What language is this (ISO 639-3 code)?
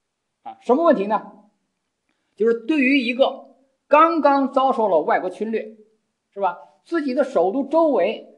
zho